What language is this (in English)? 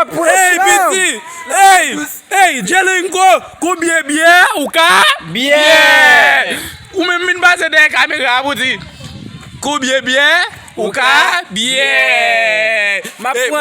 Haitian Creole